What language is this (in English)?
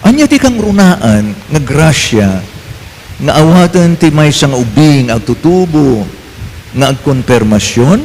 Iloko